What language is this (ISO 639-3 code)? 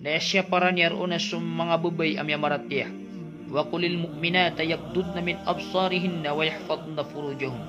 mrw